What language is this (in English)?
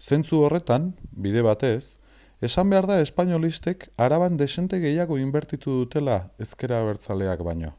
Basque